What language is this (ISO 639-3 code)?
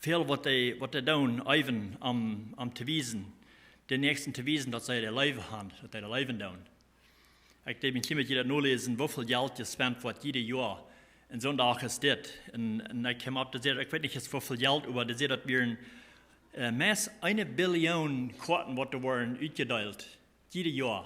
pdt